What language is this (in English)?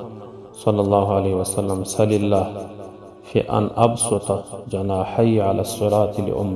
Pashto